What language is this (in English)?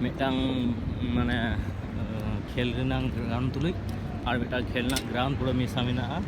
Santali